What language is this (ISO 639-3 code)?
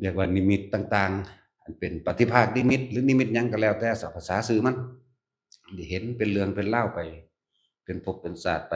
tts